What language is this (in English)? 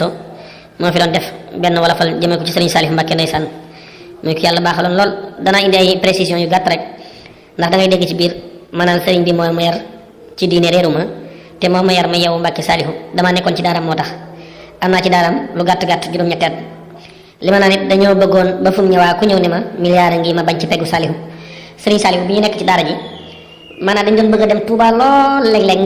Wolof